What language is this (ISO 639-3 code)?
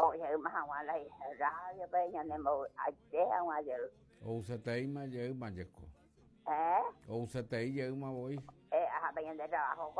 grn